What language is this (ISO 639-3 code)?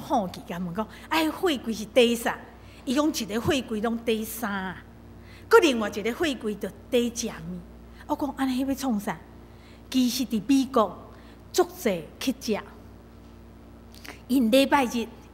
nan